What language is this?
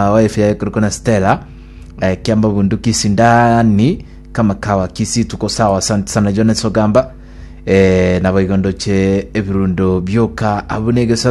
Gusii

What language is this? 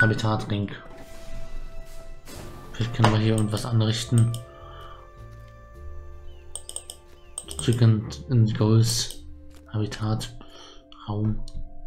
German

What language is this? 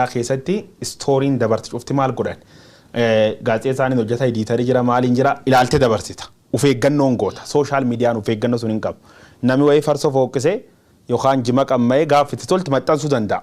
Oromo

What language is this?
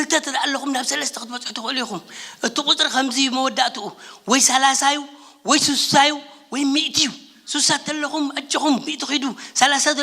Tigrinya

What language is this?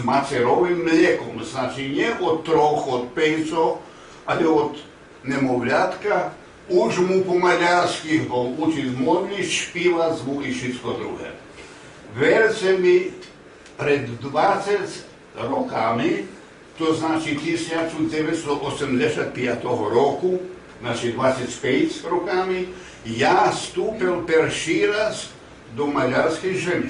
Rusyn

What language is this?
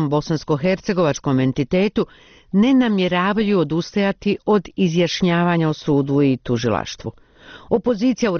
Bosnian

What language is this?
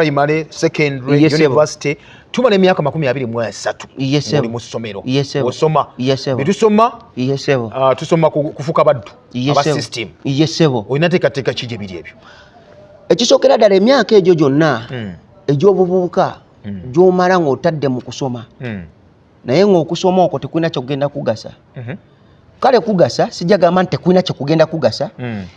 Ganda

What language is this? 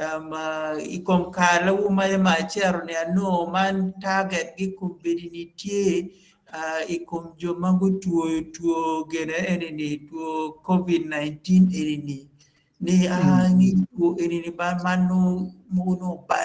Acoli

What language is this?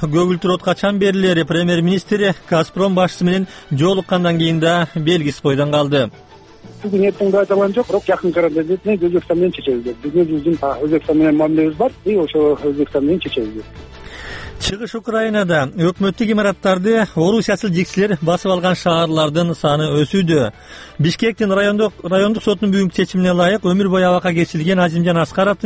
Kyrgyz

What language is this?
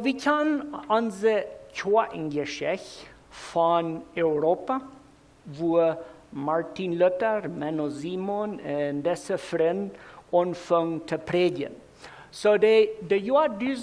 Plautdietsch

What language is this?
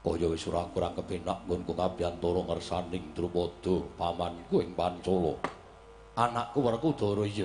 Javanese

